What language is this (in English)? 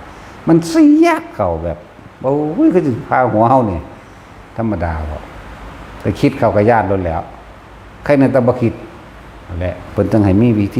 Northeastern Thai